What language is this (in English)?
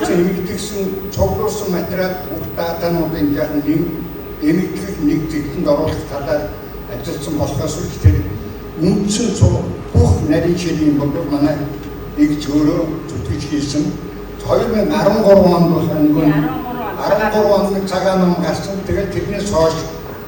Mongolian